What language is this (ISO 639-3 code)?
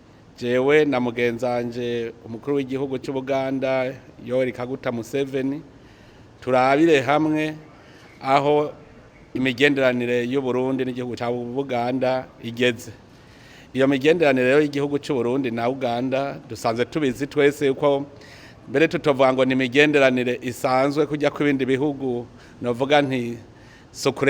run